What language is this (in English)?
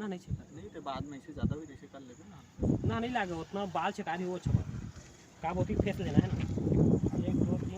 Chhattisgarhi